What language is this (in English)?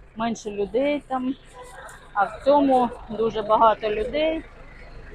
Ukrainian